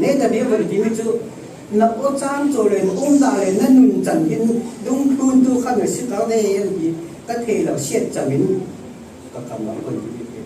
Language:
Falam Chin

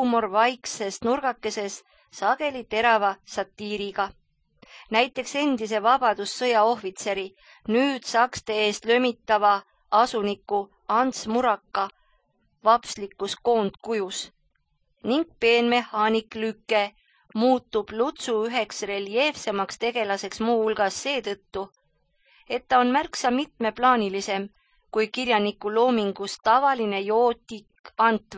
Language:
Estonian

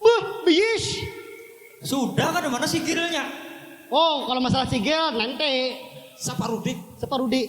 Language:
Banjar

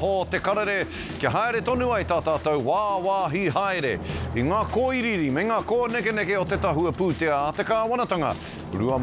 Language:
Māori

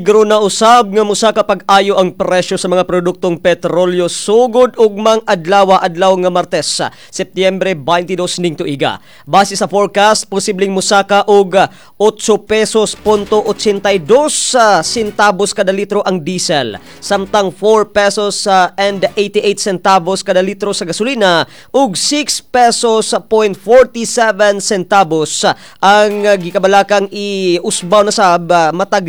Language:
Cebuano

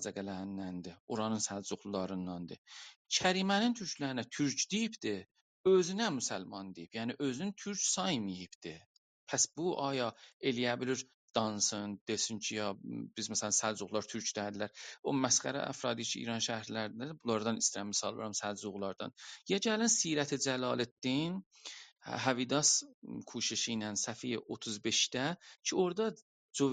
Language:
South Azerbaijani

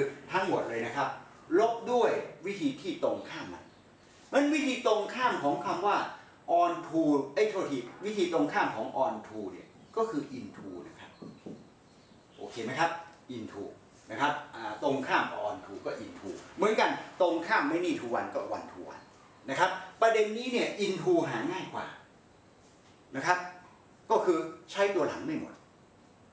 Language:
Thai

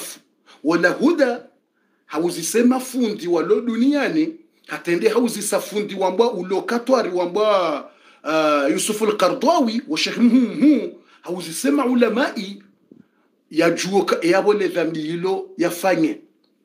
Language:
Swahili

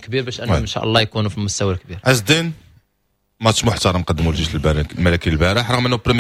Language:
Moroccan Arabic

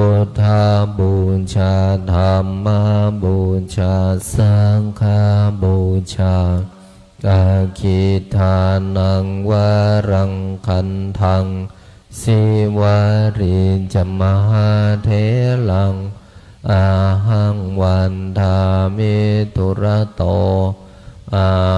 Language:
Pali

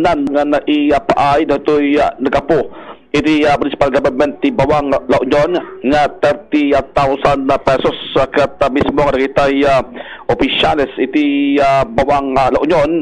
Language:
Iloko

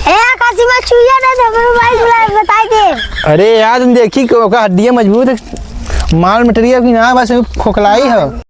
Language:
Awadhi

